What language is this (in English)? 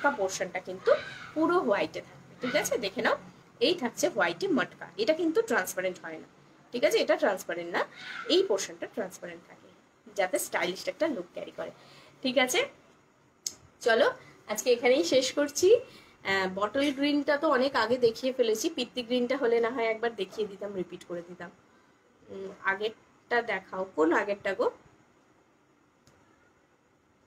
Bangla